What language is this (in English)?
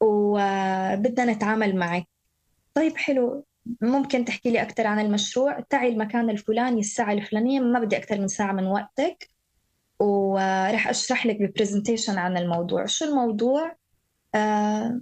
North Levantine Arabic